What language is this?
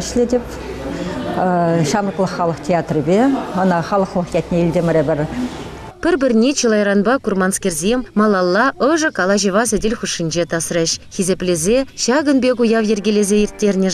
Chuvash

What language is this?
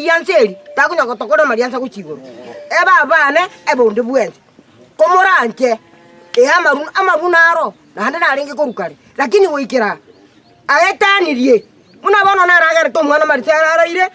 Gusii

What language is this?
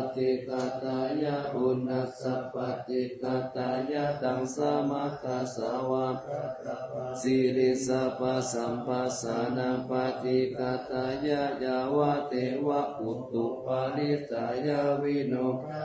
Pali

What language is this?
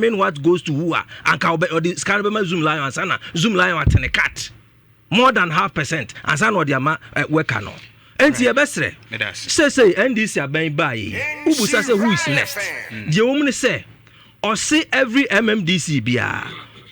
Akan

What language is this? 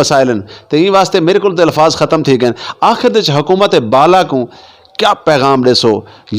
Saraiki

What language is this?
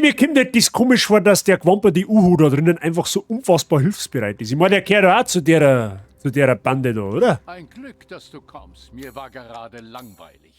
Bavarian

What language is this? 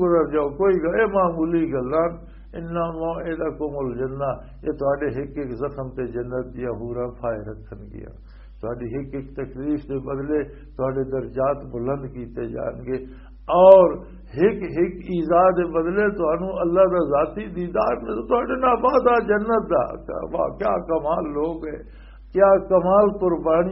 Western Panjabi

